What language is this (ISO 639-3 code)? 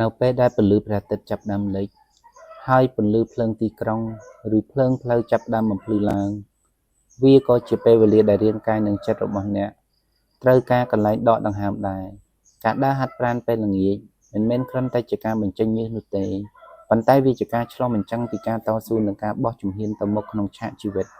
khm